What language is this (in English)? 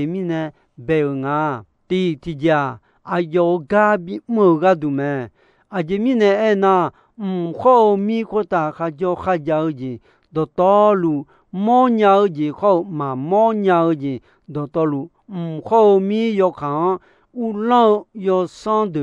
Akha